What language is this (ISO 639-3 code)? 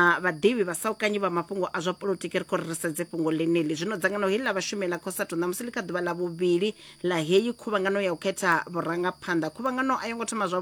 ven